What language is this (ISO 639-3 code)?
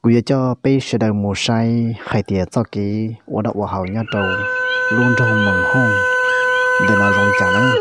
hmn